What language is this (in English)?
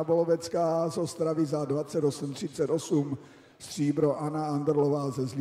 Czech